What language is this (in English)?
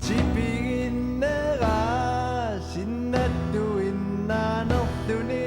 Kalaallisut